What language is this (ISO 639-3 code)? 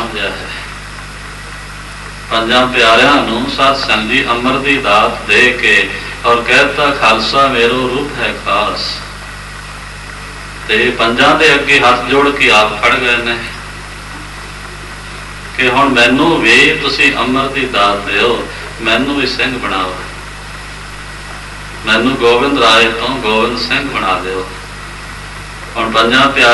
pan